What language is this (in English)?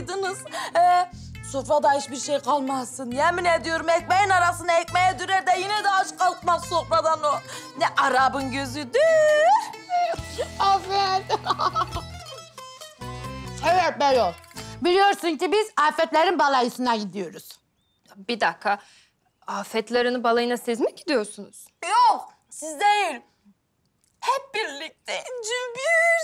Turkish